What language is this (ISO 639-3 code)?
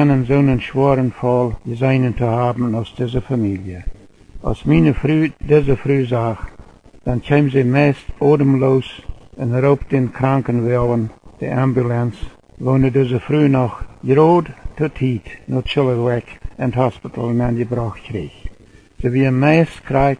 pdt